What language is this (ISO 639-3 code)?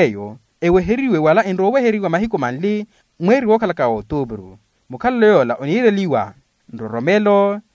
vmw